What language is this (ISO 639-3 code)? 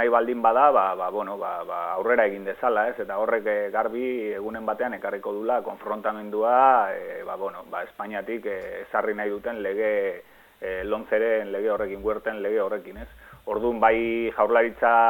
eus